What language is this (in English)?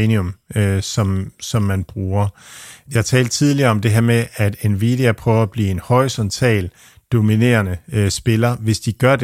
Danish